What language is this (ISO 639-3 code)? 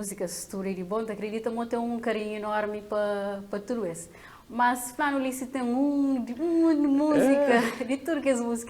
kea